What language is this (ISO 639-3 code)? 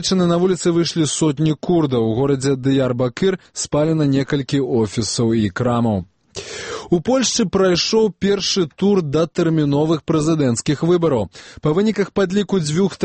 bel